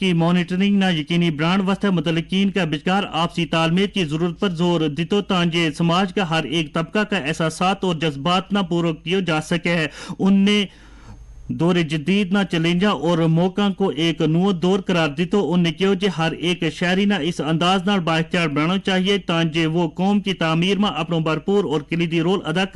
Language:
Gujari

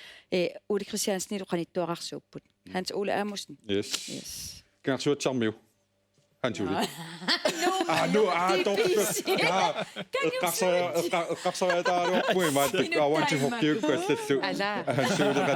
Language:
Kalaallisut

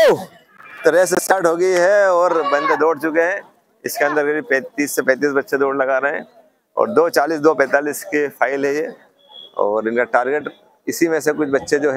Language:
Hindi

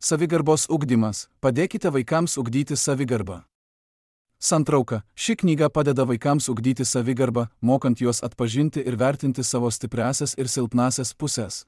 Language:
Lithuanian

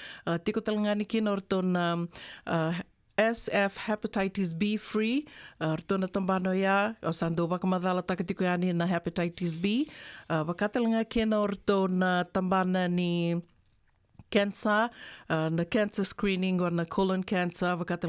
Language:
Fijian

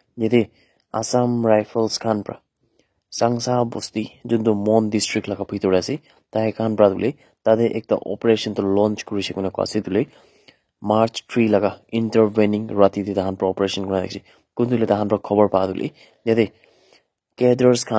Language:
Naga Pidgin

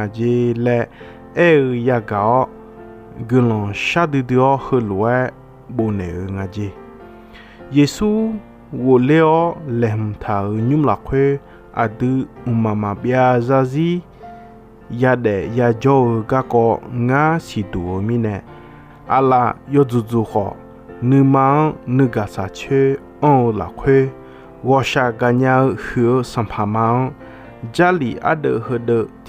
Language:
Akha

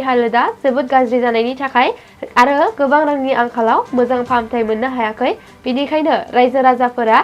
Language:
Bodo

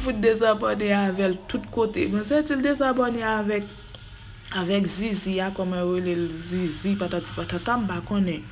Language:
Haitian Creole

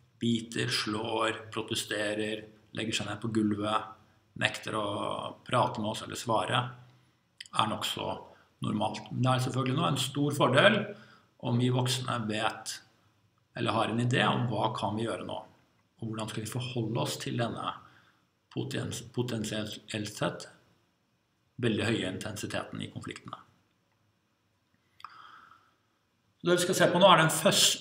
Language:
Norwegian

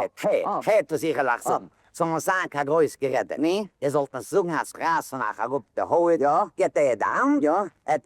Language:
Yiddish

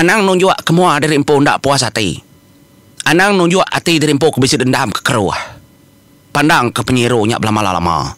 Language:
Iban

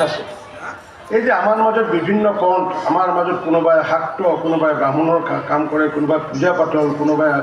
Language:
Assamese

